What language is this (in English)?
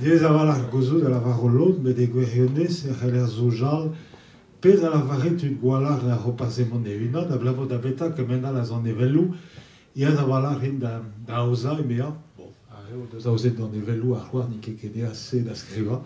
Breton